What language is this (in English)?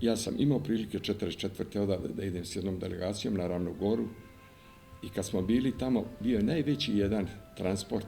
Bosnian